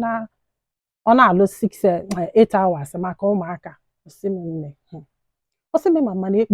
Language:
Igbo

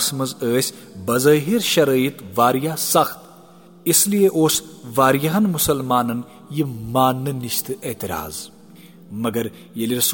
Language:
Kashmiri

